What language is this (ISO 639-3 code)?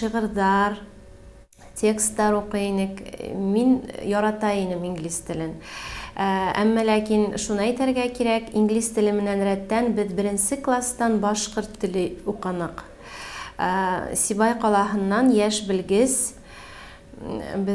bak